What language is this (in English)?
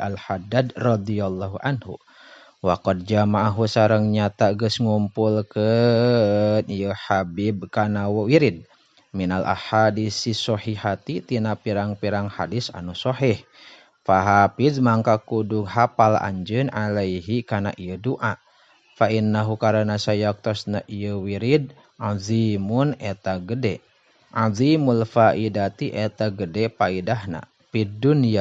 Sundanese